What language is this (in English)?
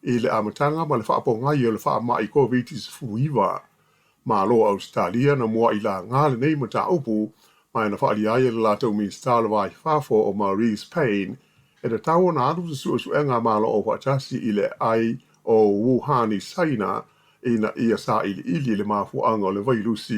Samoan